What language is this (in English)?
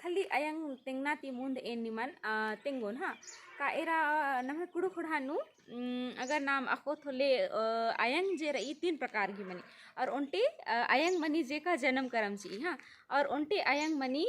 Kurukh